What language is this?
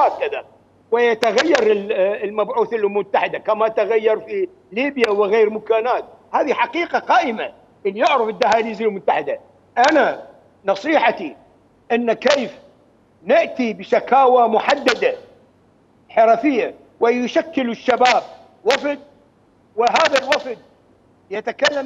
Mesopotamian Arabic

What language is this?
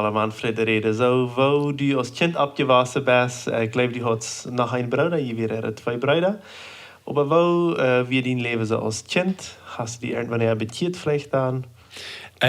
Plautdietsch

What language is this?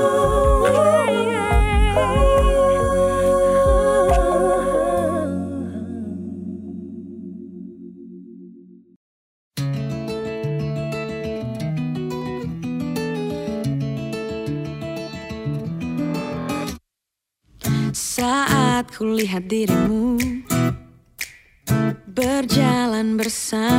Indonesian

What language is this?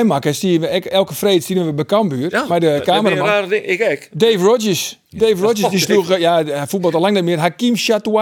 Western Frisian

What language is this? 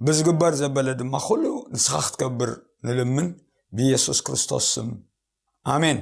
Tigrinya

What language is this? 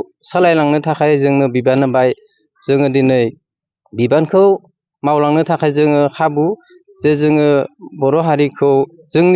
Bodo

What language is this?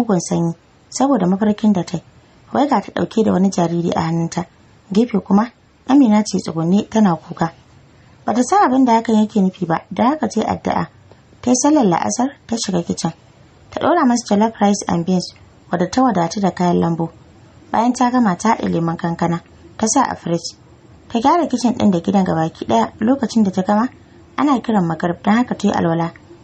Hausa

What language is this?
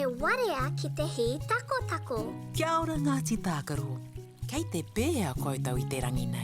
Māori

